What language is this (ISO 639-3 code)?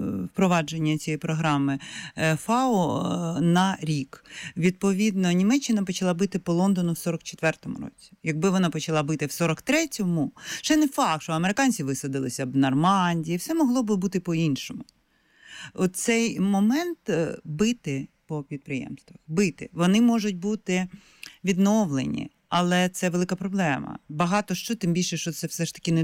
ukr